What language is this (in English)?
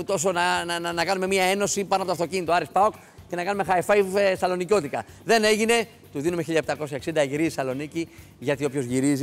Greek